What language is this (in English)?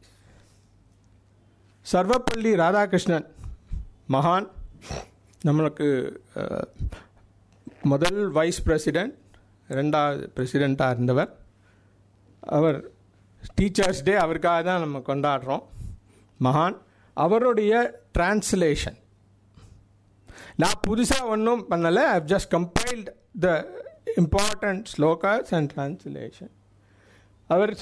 Tamil